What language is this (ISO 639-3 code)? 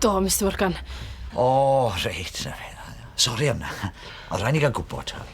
cym